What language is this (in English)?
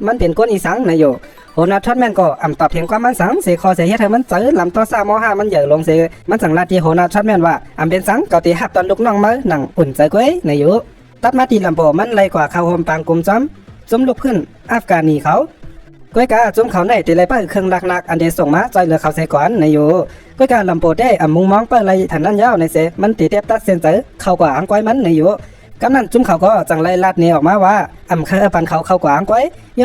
Shan